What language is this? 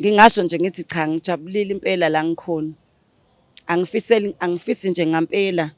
Zulu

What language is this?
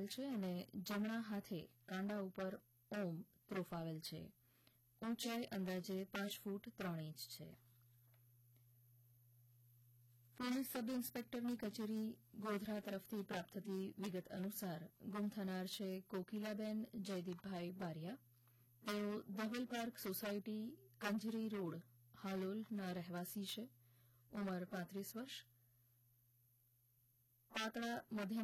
Gujarati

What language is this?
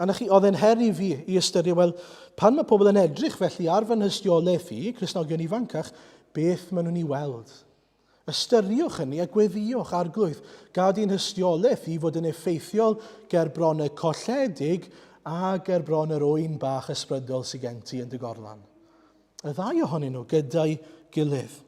Welsh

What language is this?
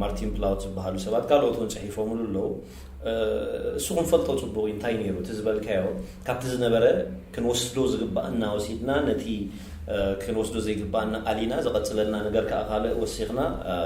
Tigrinya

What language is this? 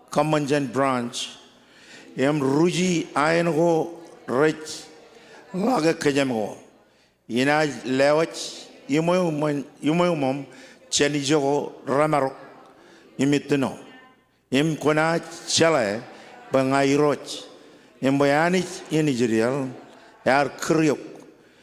Marshallese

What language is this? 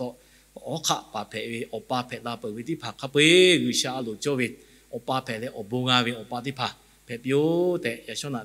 Lahu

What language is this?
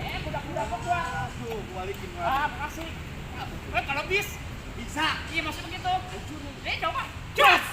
Betawi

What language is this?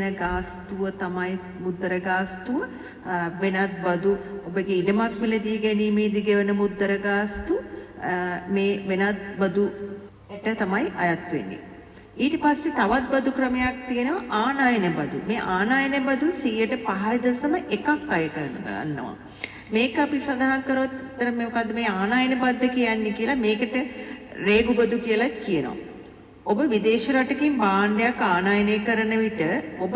Sinhala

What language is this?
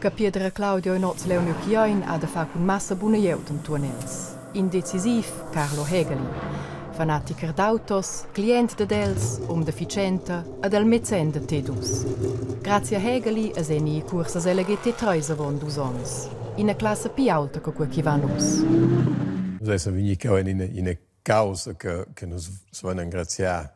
Romansh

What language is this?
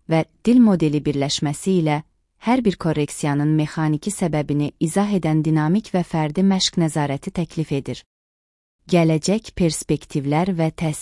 Azerbaijani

